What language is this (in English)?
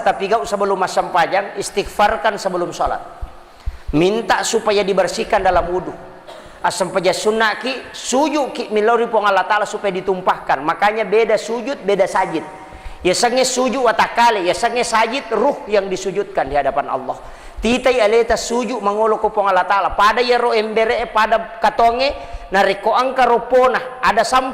Buginese